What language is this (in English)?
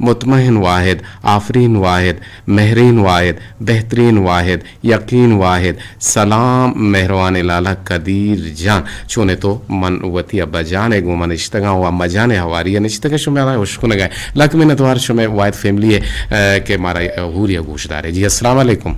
Eastern Balochi